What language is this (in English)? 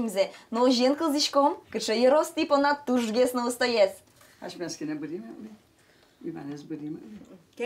Udmurt